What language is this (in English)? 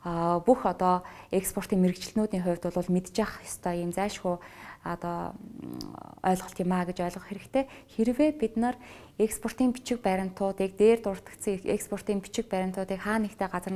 Mongolian